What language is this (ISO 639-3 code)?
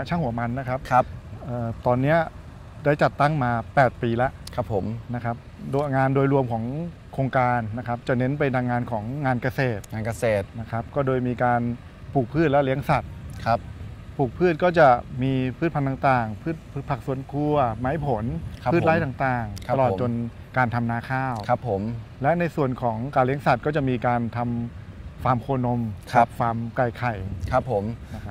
tha